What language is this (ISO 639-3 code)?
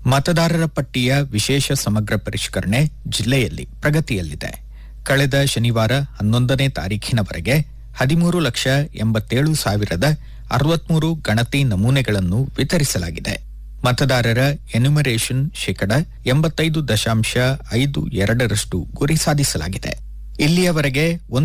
kan